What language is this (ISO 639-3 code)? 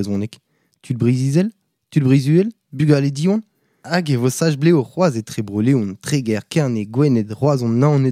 bre